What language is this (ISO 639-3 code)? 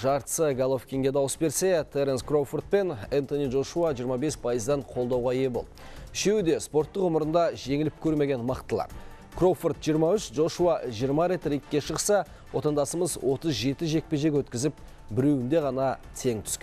kaz